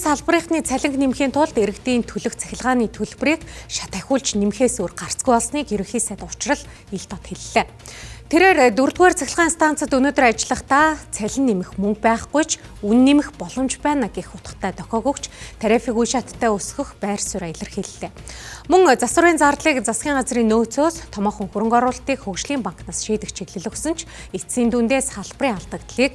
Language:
Mongolian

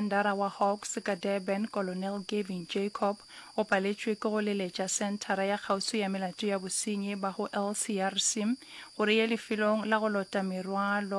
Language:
Northern Sotho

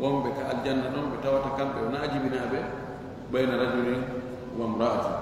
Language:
Fula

